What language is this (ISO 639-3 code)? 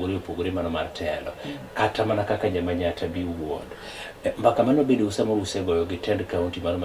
luo